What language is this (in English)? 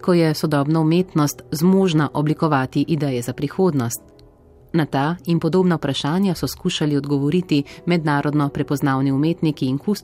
Slovenian